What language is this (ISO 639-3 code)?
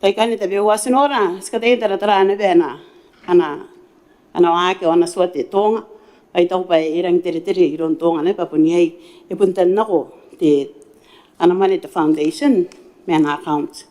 gil